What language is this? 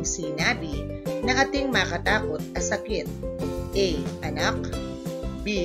Pampanga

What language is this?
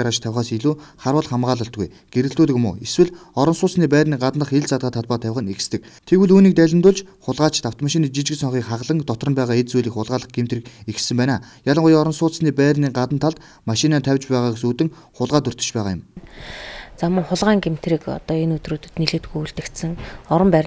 Mongolian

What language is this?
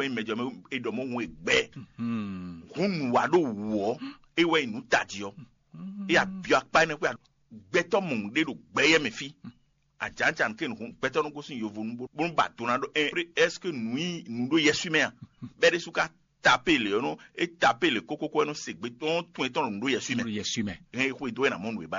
Fon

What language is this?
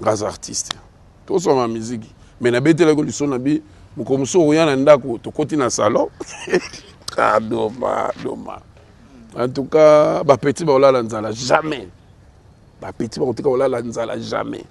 Lingala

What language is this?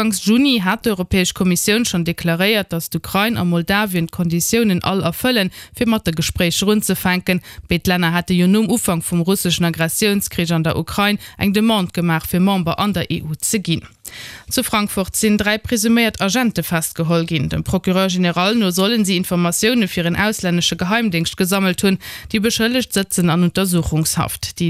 Luxembourgish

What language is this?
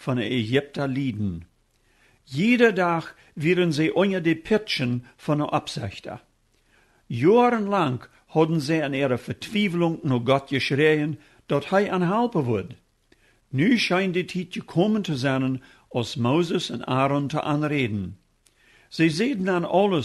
Plautdietsch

